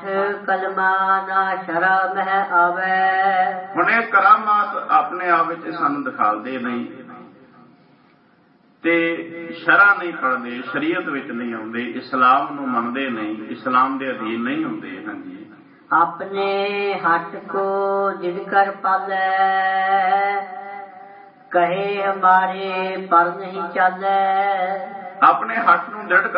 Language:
Punjabi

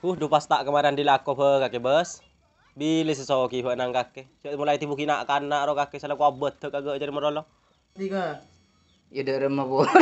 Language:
Madurese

